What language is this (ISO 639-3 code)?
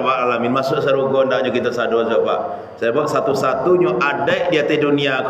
min